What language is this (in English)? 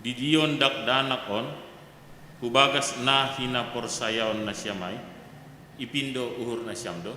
Batak Simalungun